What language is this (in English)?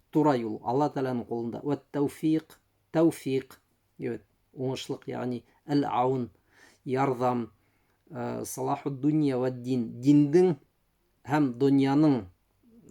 Bashkir